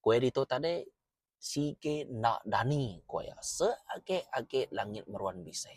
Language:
Iban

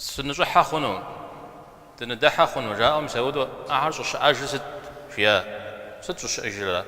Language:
Kabardian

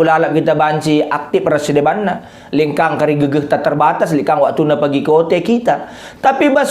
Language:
Batak Karo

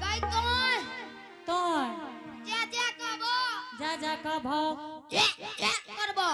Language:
Angika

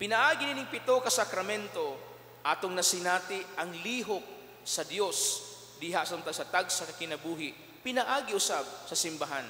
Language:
Cebuano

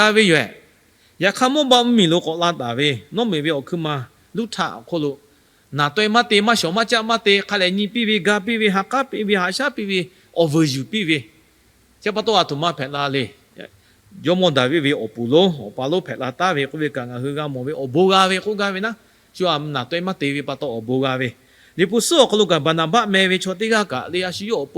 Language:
Lahu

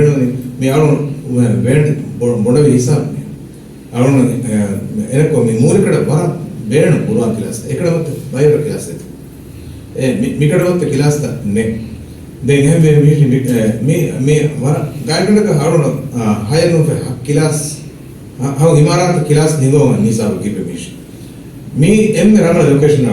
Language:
Divehi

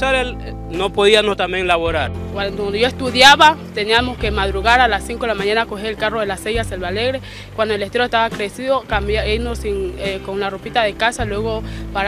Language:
Spanish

